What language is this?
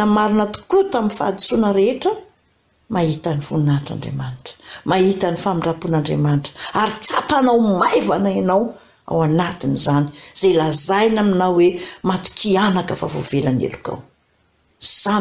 Malagasy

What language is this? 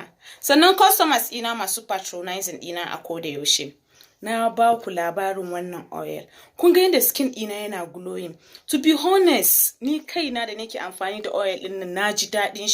Hausa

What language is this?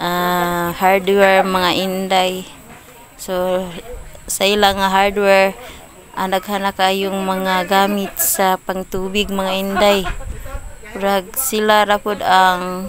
Cebuano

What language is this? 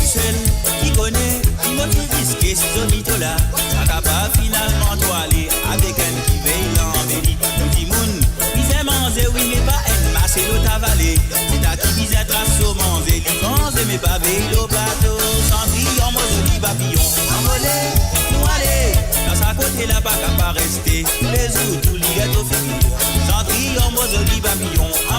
Morisyen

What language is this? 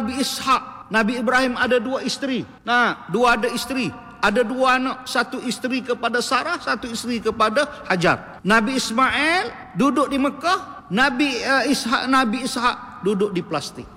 Malay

